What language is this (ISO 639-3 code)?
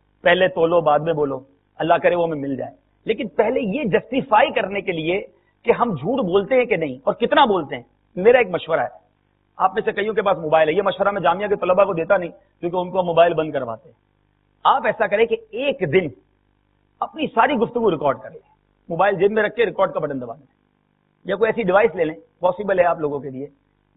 urd